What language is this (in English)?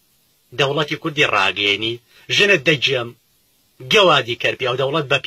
Central Kurdish